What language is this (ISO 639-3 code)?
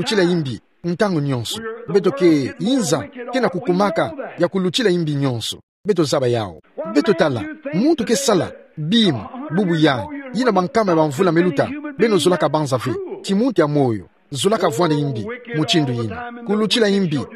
ktu